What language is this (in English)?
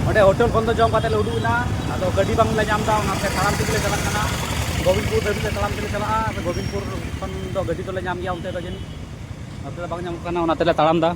Santali